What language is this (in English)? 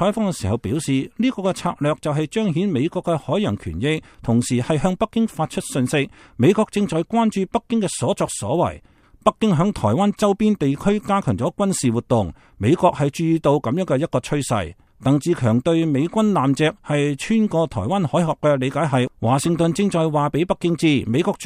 Cantonese